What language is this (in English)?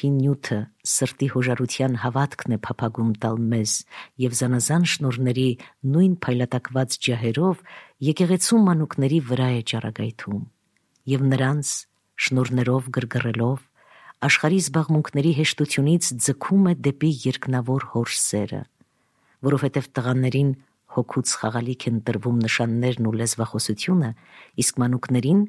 Armenian